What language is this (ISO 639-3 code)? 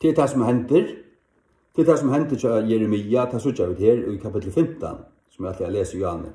fao